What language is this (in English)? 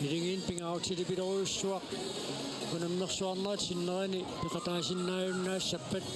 Kalaallisut